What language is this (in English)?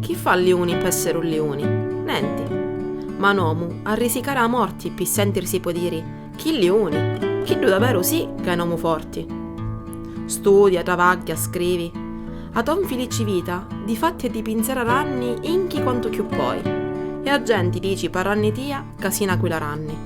Sicilian